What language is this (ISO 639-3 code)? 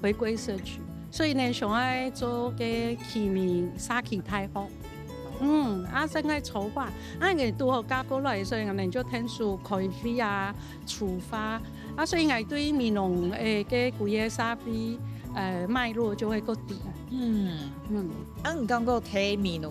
hak